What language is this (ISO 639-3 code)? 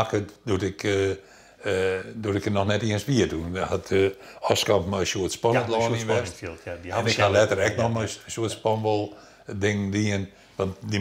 fry